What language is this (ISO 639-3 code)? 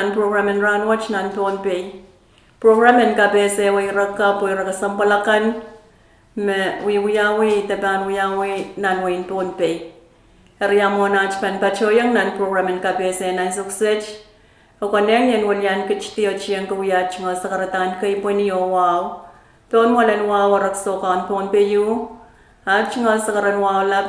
pon